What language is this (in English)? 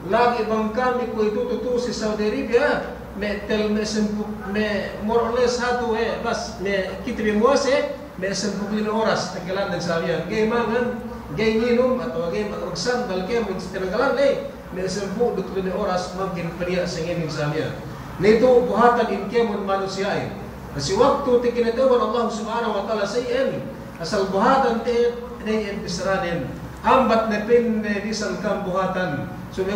Yakan